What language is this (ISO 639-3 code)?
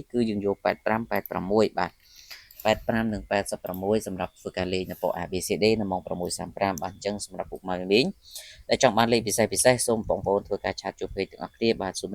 khm